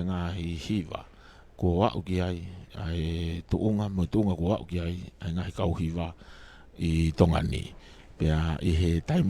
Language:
Tongan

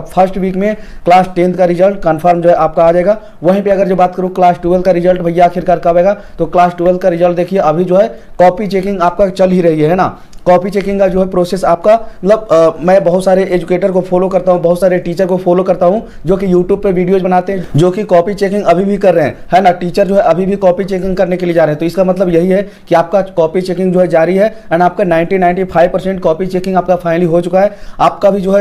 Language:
Hindi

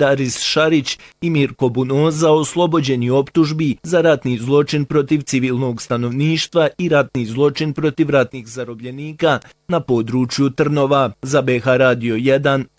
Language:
Bosnian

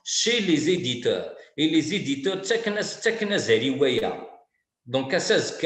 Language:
Kabyle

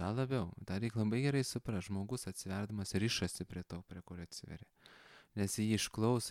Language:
Lithuanian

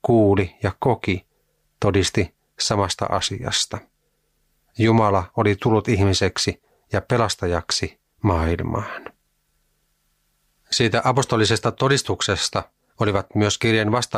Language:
Finnish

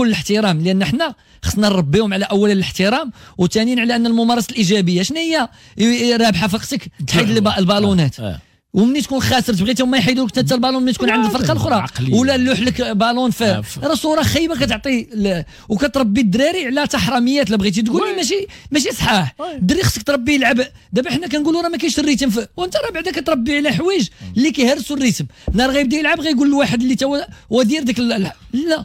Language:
Moroccan Arabic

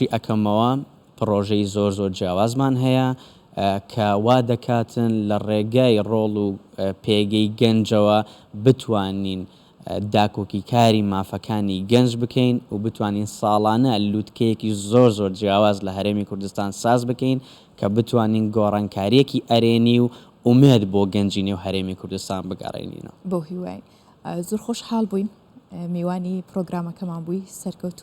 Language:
Central Kurdish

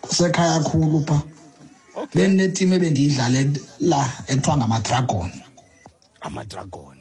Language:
Xhosa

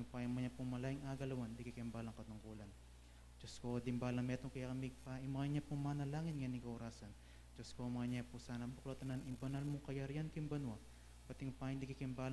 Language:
Pampanga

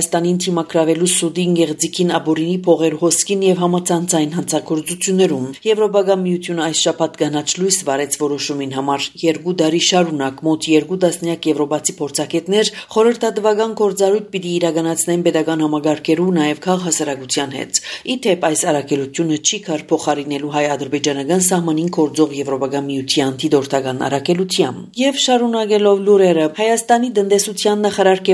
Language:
Armenian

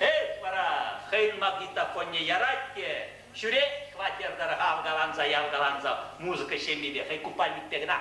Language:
Chuvash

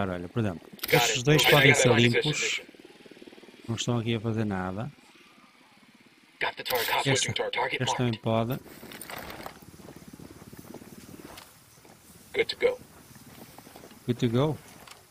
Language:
Portuguese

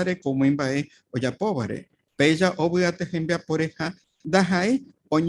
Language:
Guarani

